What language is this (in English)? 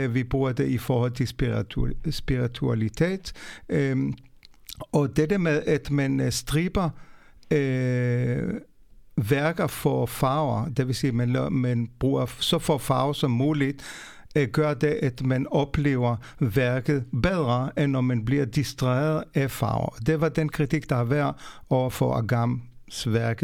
Danish